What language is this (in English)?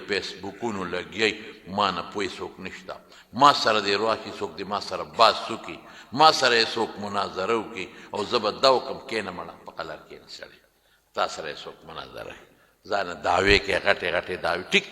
Pashto